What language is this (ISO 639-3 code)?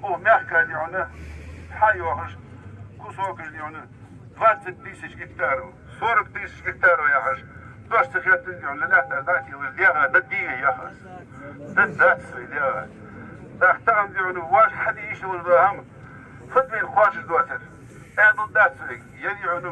inh